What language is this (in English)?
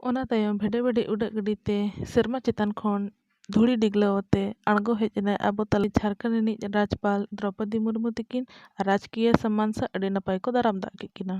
Santali